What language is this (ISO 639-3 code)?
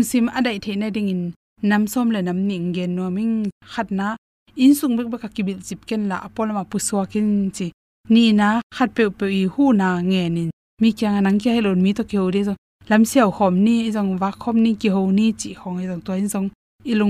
ctd